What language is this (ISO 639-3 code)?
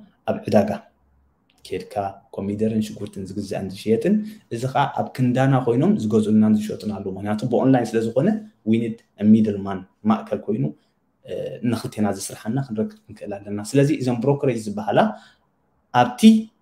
tir